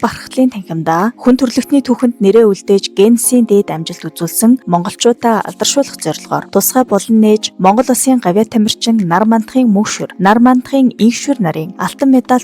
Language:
Mongolian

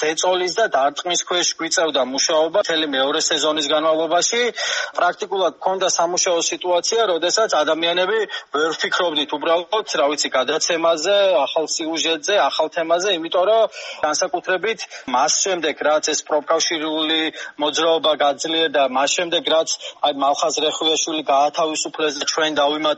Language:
Georgian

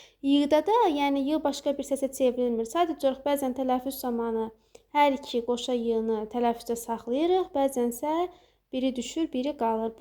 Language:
Azerbaijani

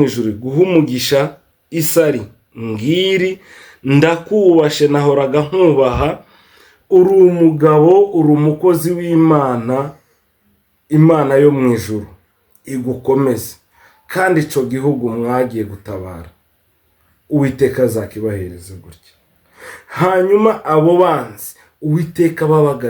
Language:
Kinyarwanda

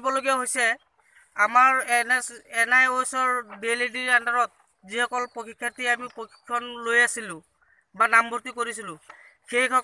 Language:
Assamese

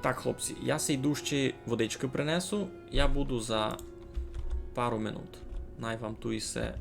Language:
Rusyn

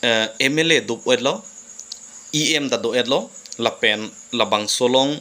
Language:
Karbi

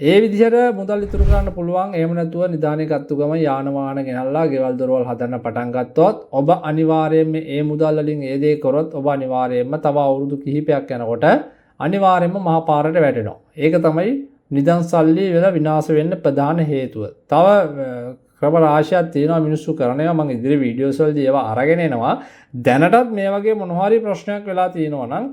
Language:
Sinhala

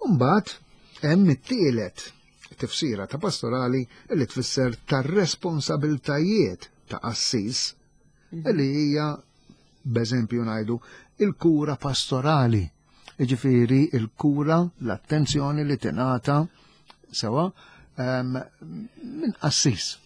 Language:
Maltese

